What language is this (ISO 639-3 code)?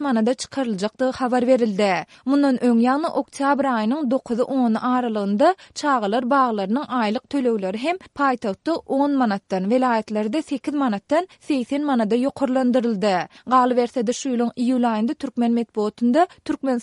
tuk